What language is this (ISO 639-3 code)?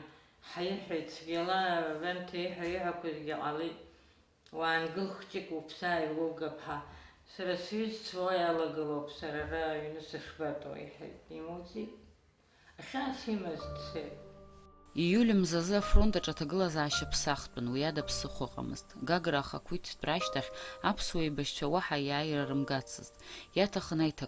abk